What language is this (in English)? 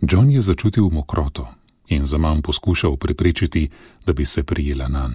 Slovenian